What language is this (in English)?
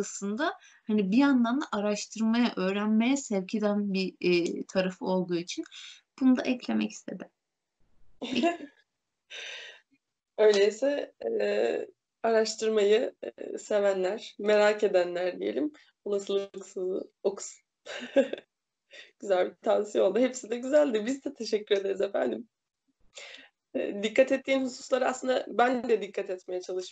Turkish